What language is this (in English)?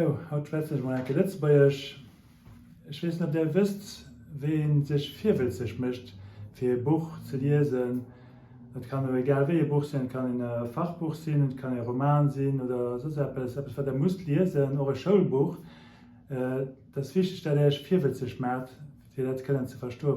Luxembourgish